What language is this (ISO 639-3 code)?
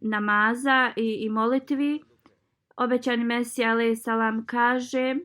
bos